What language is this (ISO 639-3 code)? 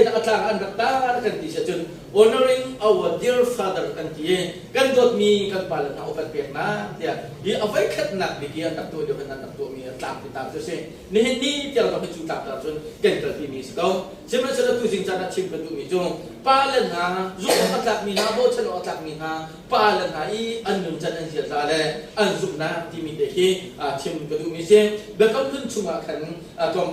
cnh